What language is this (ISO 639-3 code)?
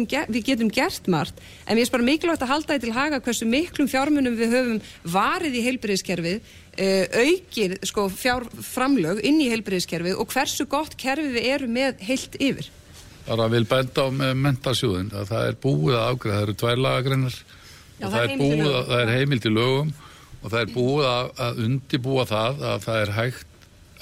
isl